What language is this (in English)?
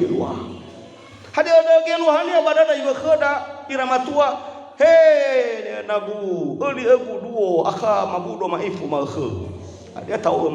Nias